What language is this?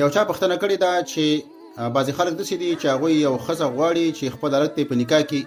Pashto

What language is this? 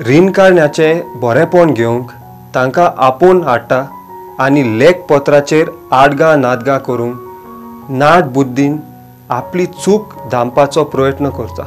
Konkani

